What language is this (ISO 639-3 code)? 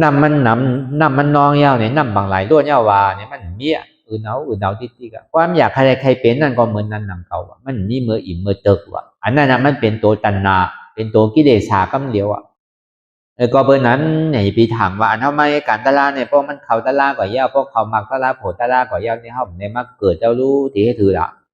shn